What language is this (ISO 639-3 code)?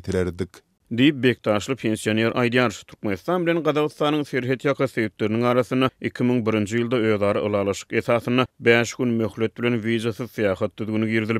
tuk